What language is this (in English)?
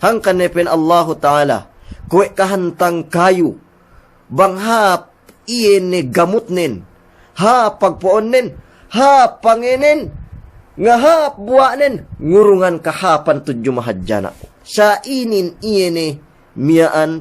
Yakan